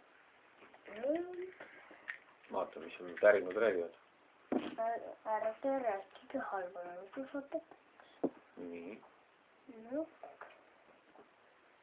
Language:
Estonian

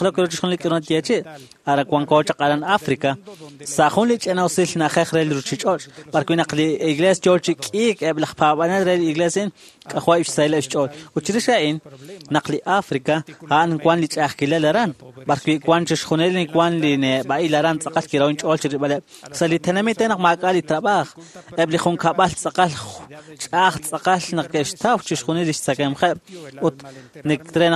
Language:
Kekchí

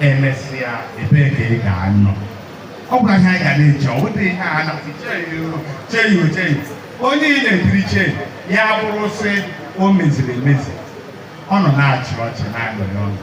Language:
Igbo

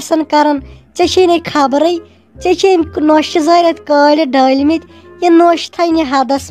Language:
Kashmiri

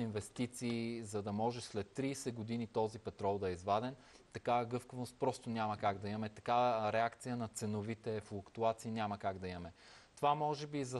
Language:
Bulgarian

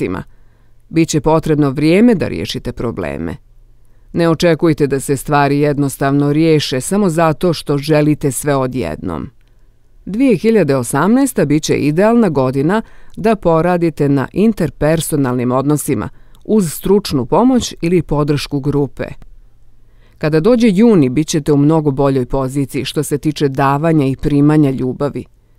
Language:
Bosnian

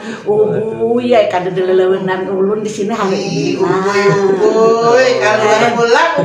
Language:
Banjar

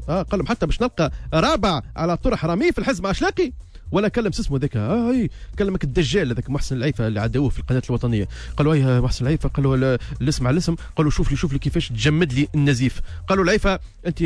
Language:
Tunisian Arabic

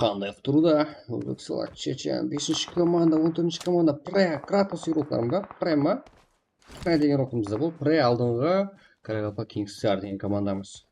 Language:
Kara-Kalpak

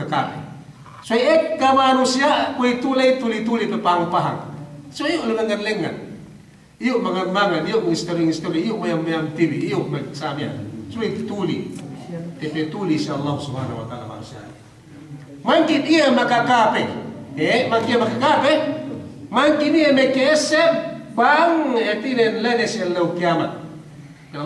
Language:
Yakan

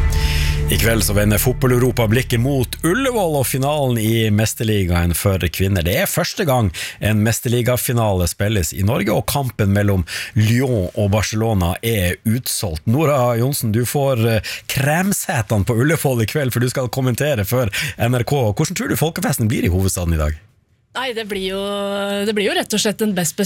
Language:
Norwegian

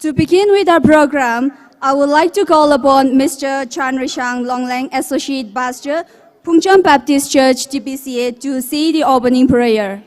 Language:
Tangkhul Naga (India)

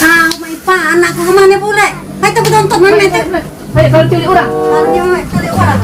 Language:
Musi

